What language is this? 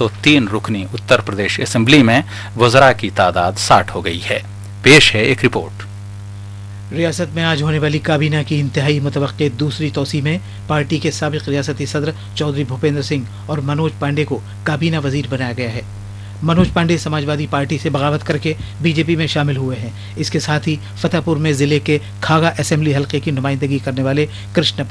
Urdu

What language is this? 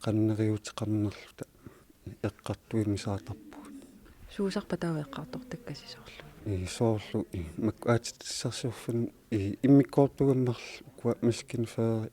Kalaallisut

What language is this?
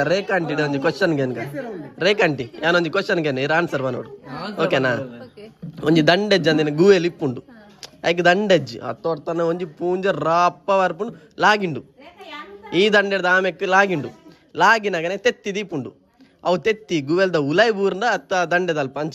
Tulu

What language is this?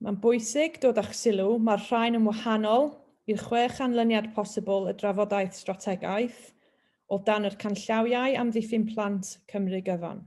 Welsh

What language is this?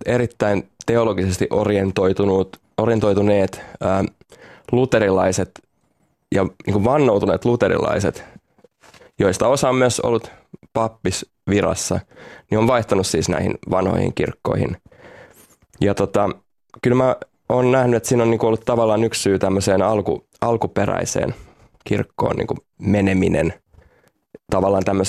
Finnish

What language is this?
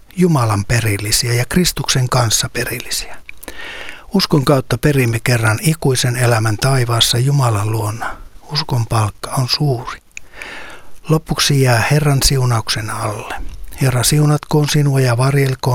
Finnish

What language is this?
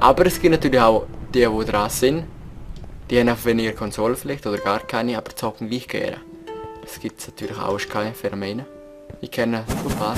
Swiss German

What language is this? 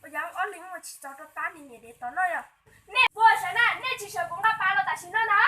Hmong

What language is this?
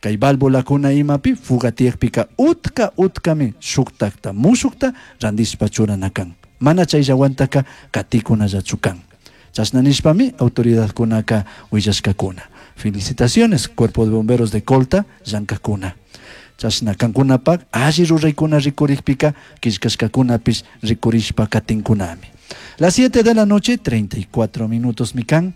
Chimborazo Highland Quichua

